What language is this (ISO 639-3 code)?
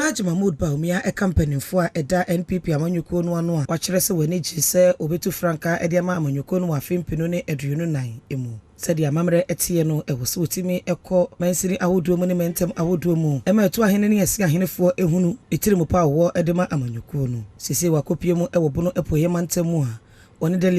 aka